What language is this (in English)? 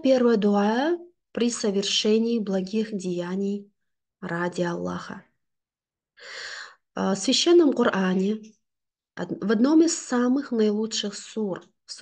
Russian